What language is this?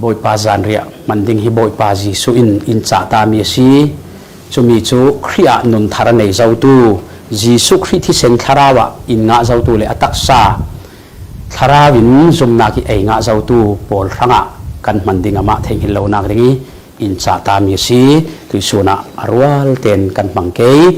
Falam Chin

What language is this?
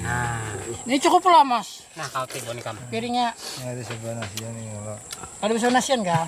Banjar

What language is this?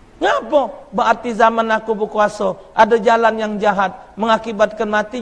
Musi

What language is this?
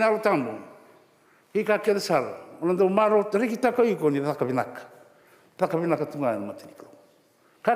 Fijian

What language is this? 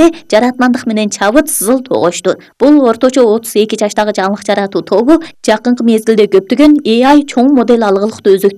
Kyrgyz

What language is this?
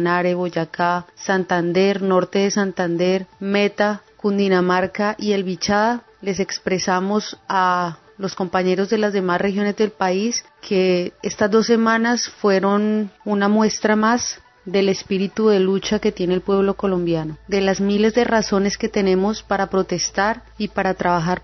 Spanish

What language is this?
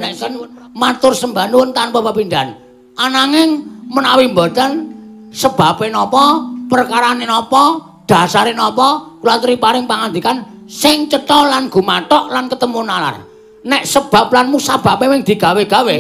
Javanese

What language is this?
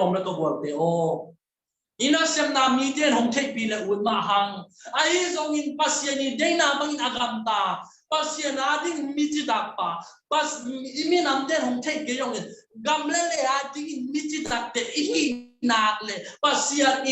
Tedim Chin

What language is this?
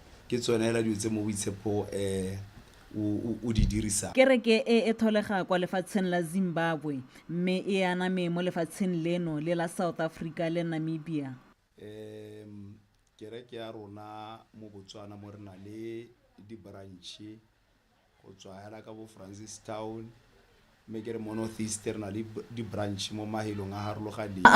Tswana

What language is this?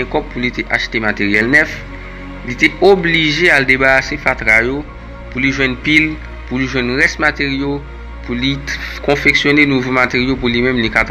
Haitian Creole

